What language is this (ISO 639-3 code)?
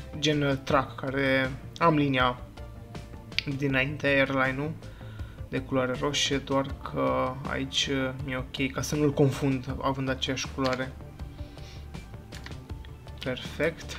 ron